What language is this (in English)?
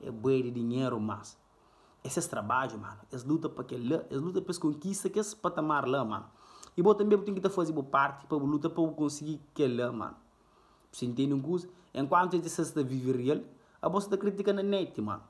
Kabuverdianu